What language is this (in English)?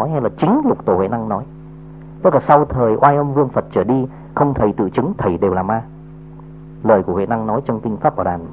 Vietnamese